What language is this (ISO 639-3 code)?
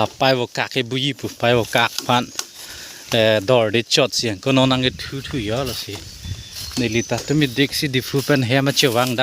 mjw